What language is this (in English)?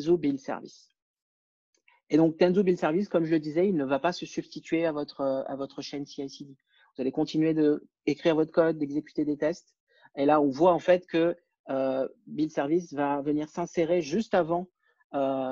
French